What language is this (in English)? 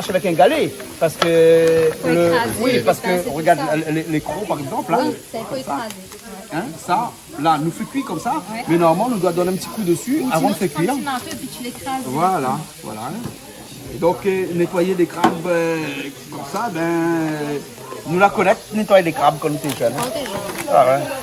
Réunion Creole French